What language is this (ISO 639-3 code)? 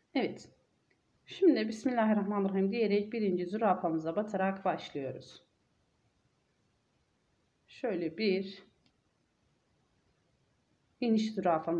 tur